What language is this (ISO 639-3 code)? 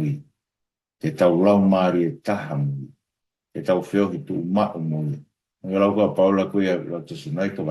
ton